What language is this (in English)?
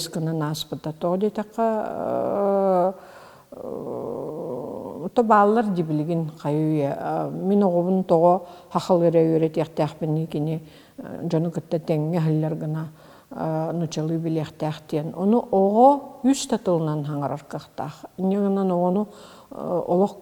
Yakut